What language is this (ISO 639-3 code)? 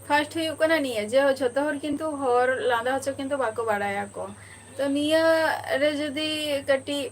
sat